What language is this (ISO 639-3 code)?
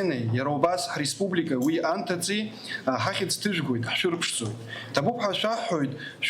abk